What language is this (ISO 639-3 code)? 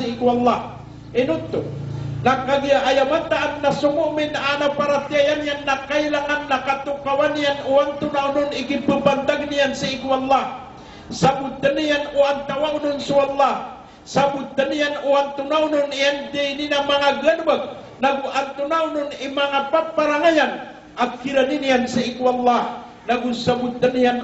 mrw